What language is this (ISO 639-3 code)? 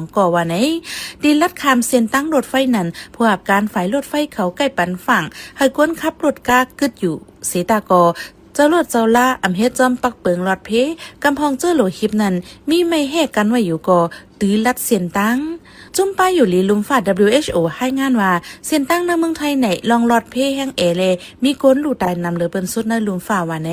shn